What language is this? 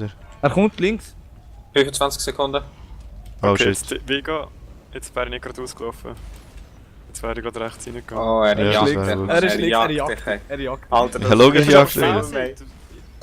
Swiss German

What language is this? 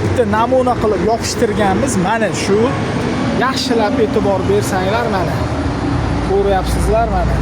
Uzbek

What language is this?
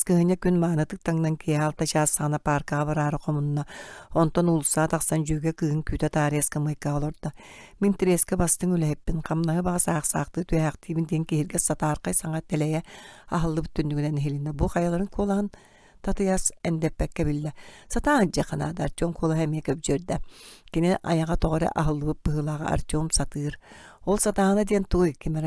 Yakut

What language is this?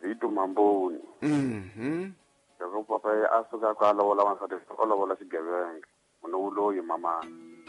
Tsonga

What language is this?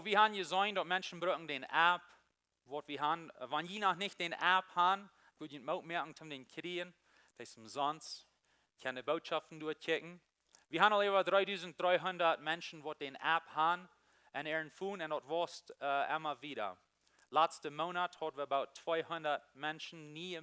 Plautdietsch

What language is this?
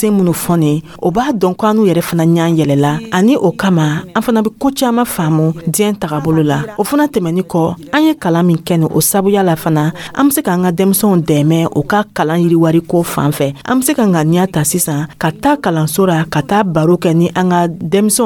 Dyula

